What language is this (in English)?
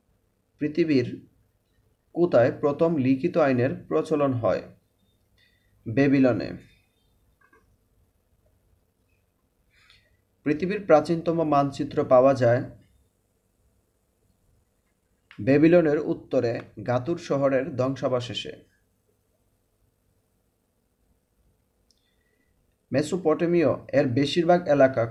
Bangla